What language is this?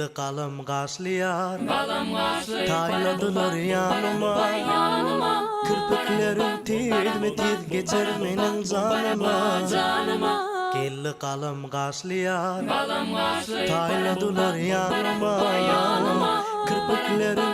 Turkmen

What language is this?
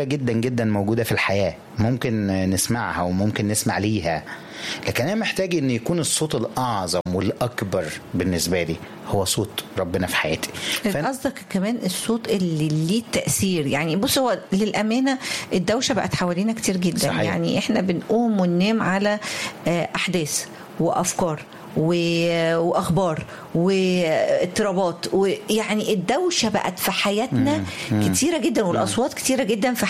Egyptian Arabic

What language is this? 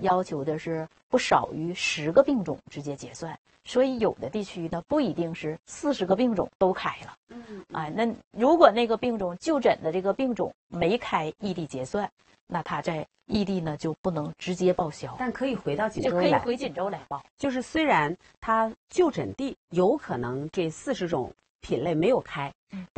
Chinese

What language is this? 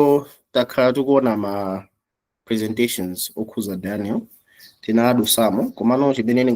Nyanja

